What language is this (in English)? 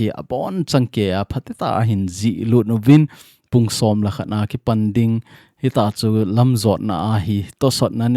Thado Chin